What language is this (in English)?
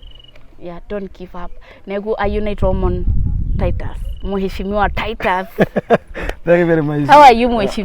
Masai